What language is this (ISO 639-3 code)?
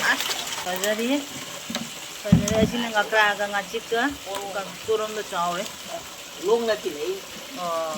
mni